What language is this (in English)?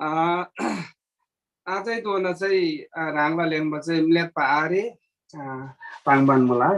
Eastern Tamang